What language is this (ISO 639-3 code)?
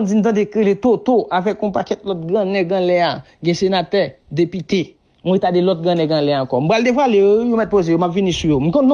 hat